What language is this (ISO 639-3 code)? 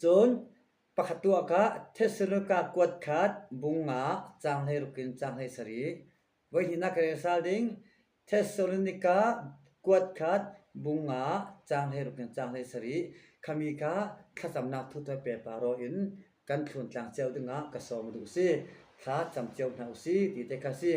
cfm